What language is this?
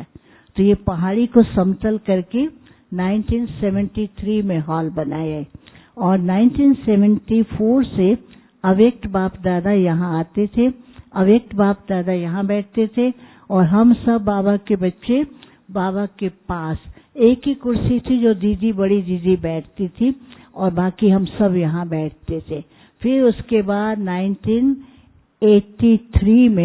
Hindi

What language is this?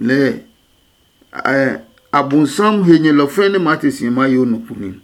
Adangme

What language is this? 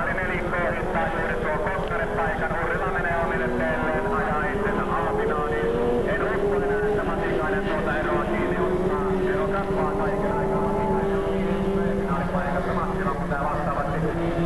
Finnish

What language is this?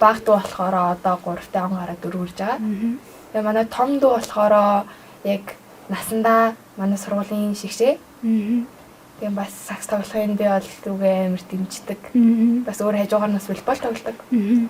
Mongolian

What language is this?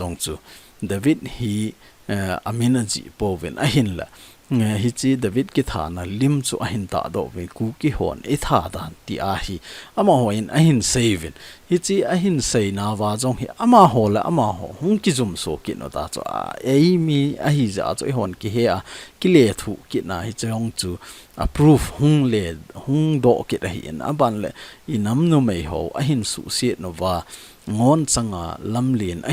Thado Chin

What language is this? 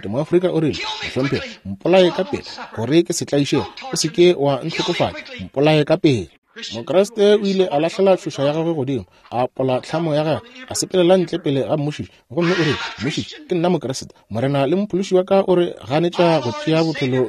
Northern Sotho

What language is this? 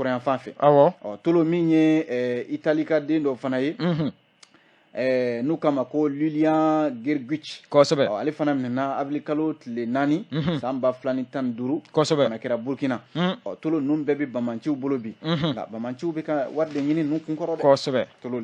Bambara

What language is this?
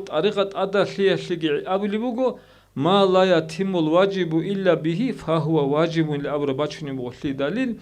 Avaric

